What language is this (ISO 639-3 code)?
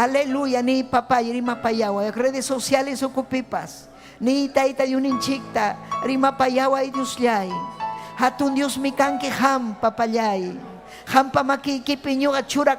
quy